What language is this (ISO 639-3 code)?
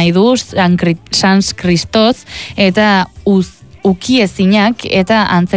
eus